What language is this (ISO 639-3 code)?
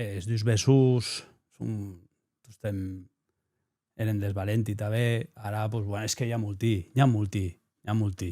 oci